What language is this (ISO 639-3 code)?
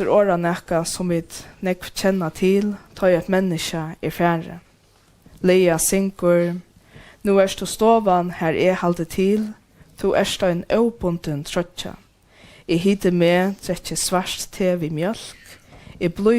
fao